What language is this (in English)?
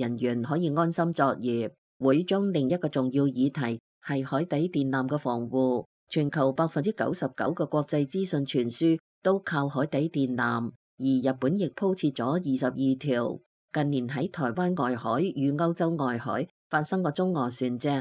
Cantonese